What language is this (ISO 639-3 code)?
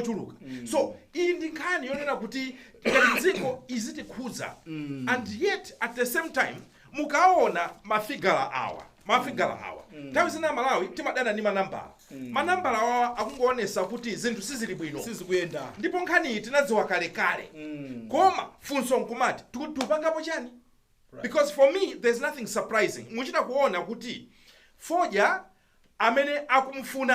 nya